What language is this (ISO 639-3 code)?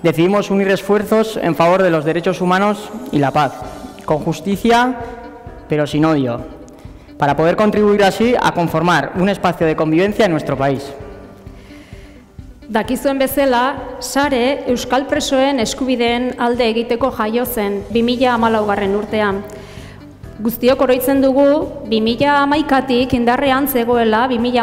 eus